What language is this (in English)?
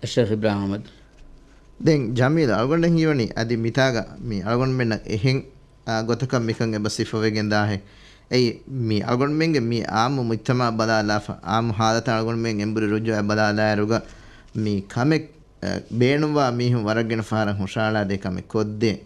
Divehi